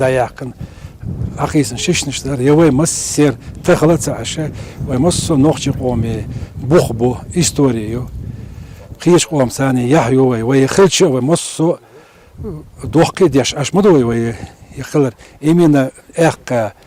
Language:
Chechen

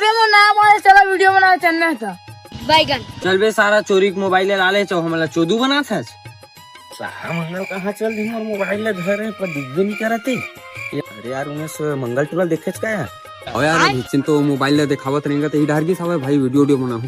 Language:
Chhattisgarhi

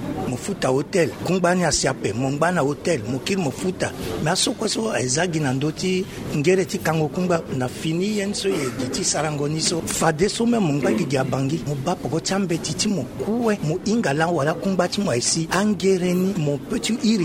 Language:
Sango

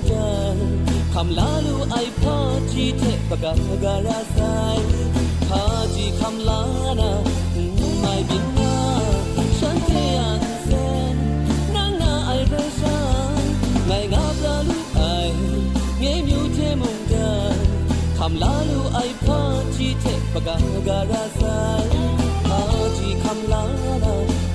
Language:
Kachin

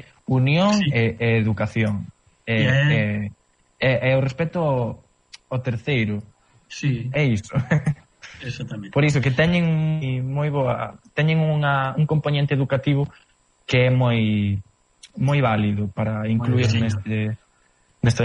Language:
Galician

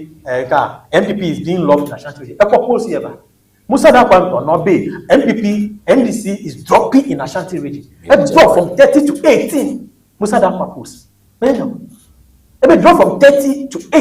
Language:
Ewe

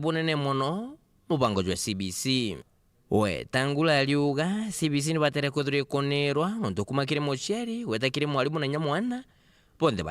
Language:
Meru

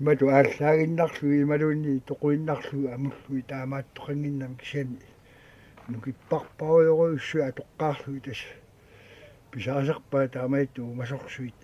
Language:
Kalaallisut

